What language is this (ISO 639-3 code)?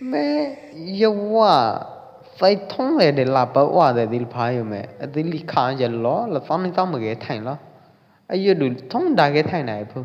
kjp